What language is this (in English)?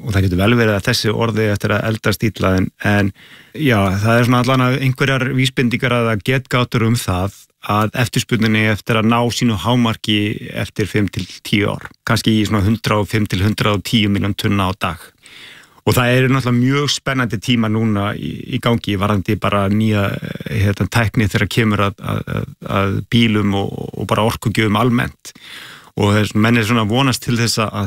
Icelandic